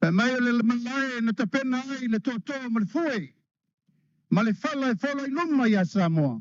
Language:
Samoan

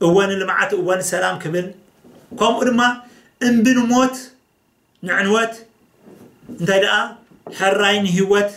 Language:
Tigrinya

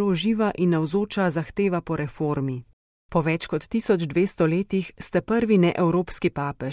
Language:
Slovenian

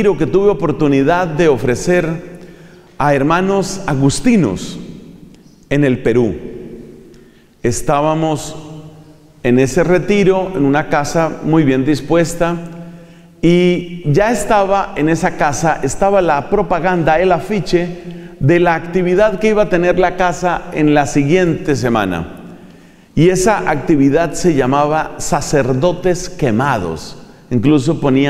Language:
Spanish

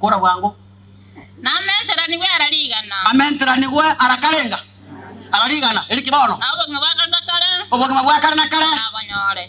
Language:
Gusii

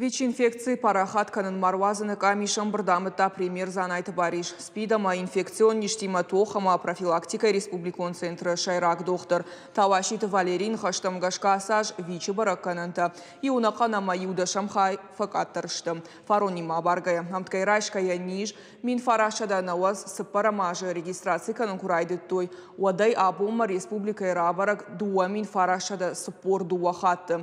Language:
Ossetic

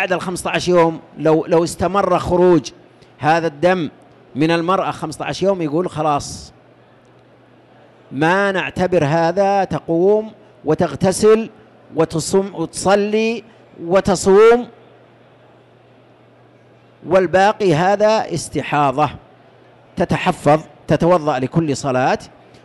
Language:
Arabic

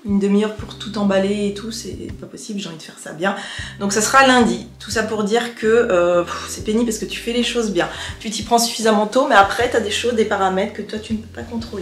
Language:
French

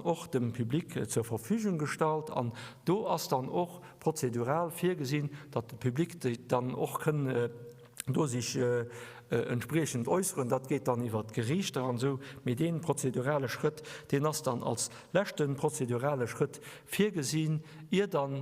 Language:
Luxembourgish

